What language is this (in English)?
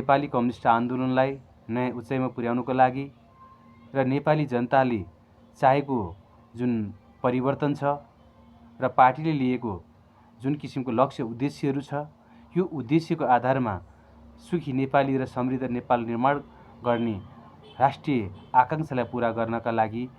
Nepali